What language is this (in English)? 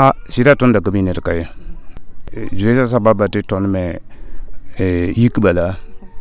Mossi